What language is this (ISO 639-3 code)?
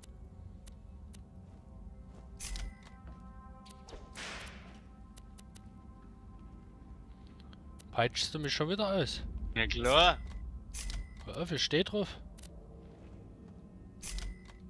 deu